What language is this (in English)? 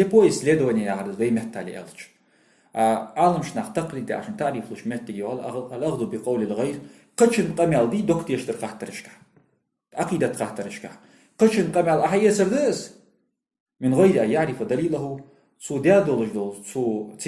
Ingush